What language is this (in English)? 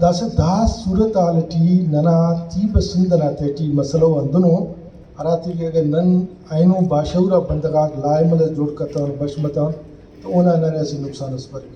Brahui